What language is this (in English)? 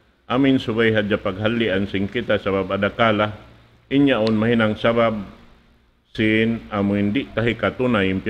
Tausug